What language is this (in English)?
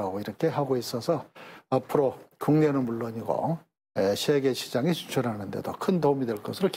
Korean